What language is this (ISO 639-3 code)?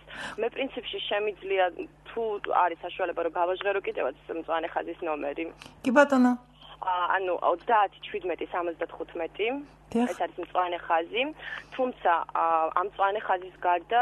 kat